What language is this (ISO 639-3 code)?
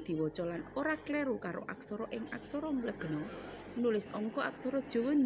jav